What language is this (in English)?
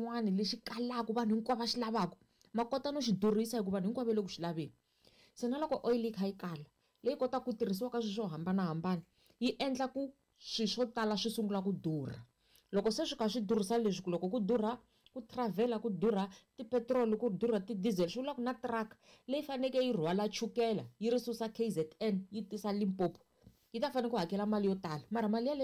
Tsonga